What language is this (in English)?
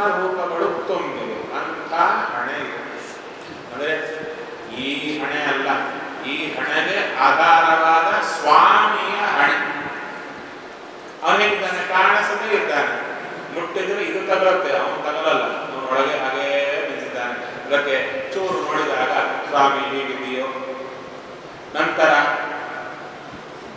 Kannada